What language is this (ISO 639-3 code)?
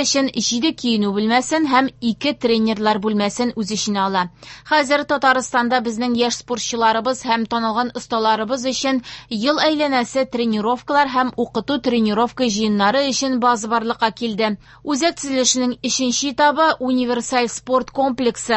tat